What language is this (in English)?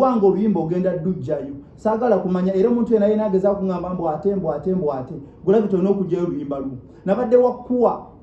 Ganda